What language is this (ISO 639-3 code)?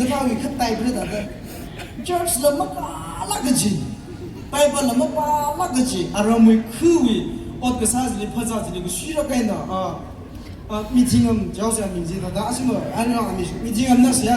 nmf